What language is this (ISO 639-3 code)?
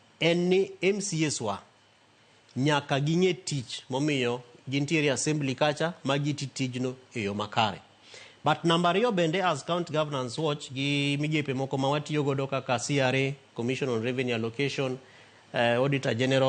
luo